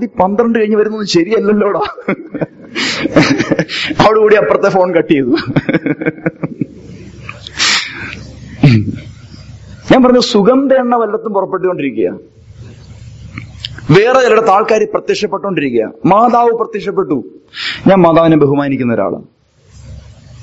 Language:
Malayalam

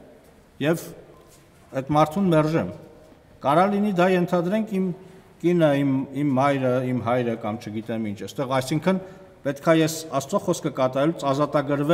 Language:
Armenian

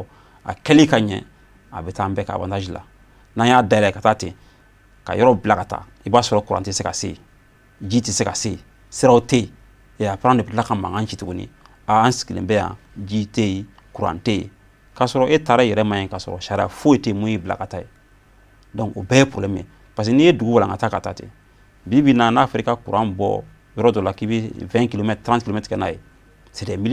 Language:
Bambara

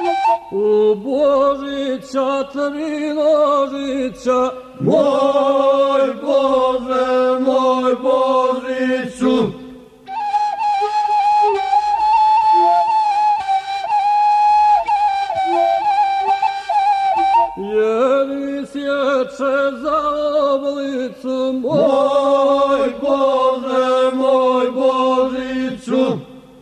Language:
Croatian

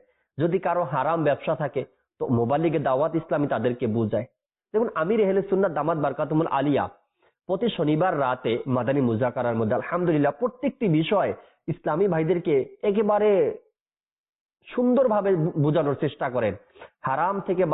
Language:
Bangla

